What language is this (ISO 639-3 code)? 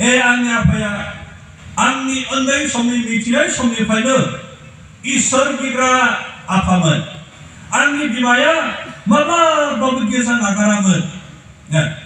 brx